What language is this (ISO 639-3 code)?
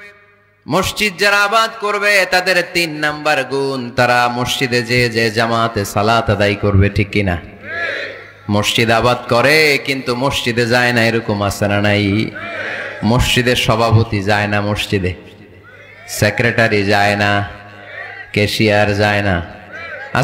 ben